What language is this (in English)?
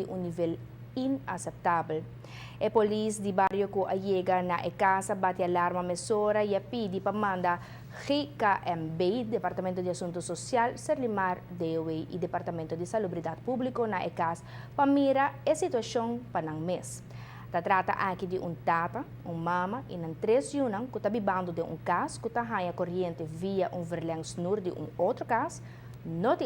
Papiamento